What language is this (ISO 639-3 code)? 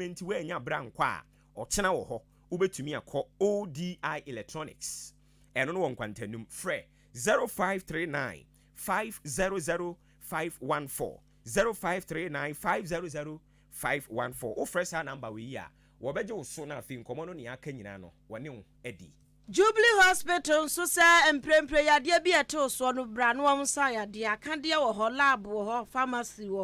aka